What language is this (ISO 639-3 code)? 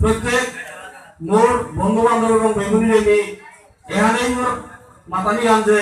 bpy